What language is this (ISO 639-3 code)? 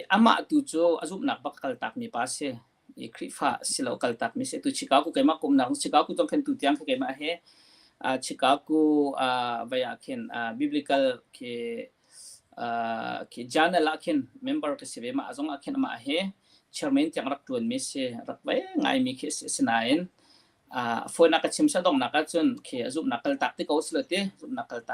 cnh